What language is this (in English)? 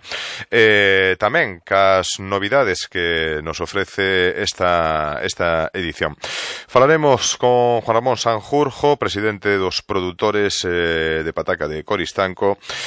Galician